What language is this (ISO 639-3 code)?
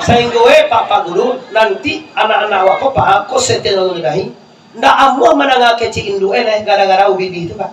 min